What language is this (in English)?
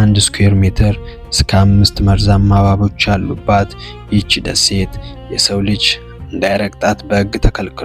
Amharic